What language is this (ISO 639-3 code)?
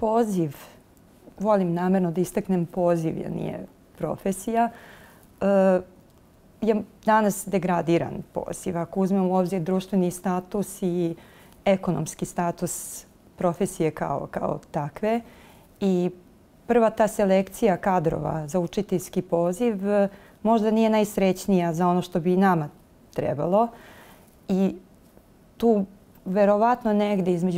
bos